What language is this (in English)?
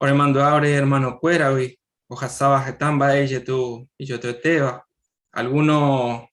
Guarani